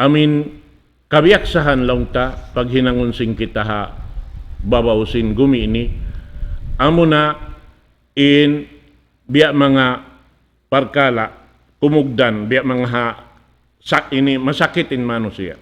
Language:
Tausug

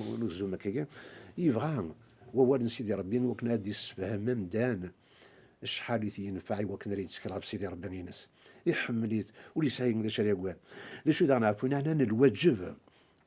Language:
Kabyle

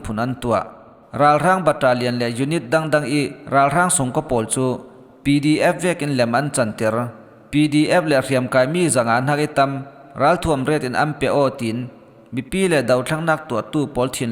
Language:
Falam Chin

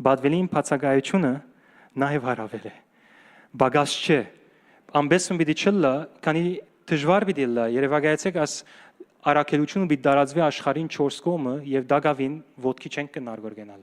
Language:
Western Armenian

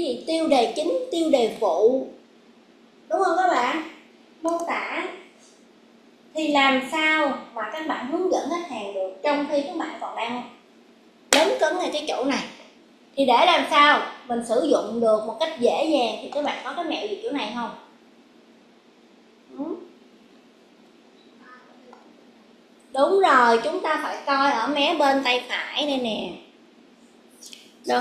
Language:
Vietnamese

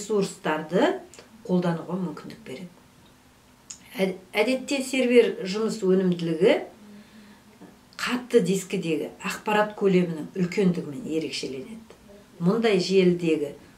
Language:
Kazakh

